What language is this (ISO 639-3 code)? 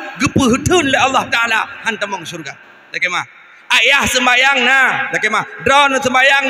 ace